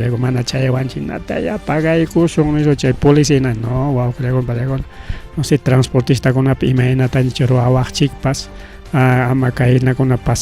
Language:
Ayacucho Quechua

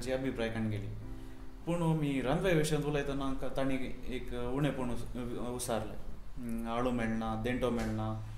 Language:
Konkani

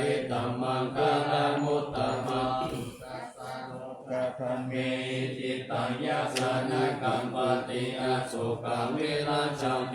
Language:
Pali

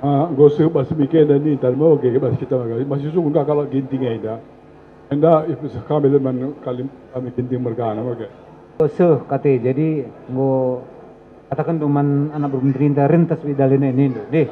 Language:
Batak Karo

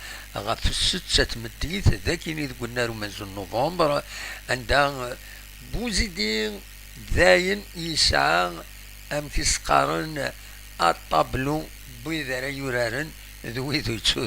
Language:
Kabyle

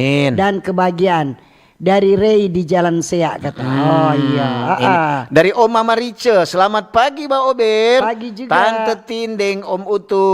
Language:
Manado Malay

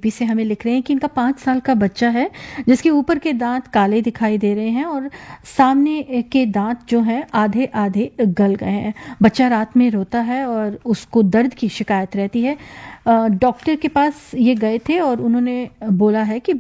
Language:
Hindi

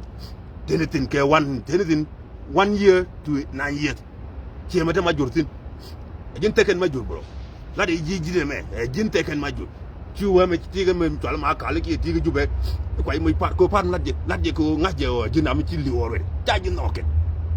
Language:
Nuer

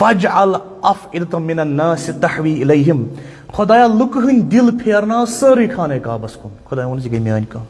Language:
Kashmiri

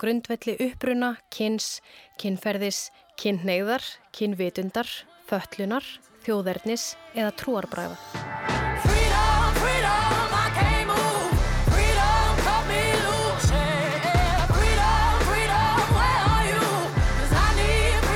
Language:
Icelandic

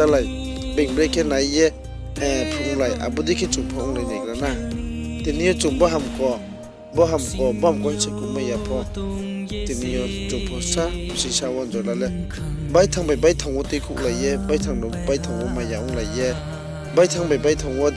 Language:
Riang (India)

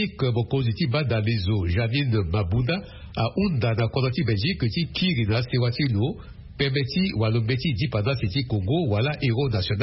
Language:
Sango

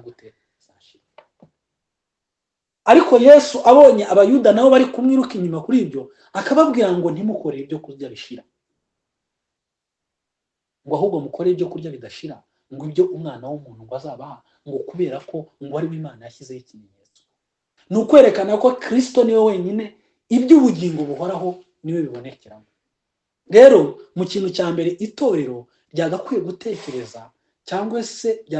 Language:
Kinyarwanda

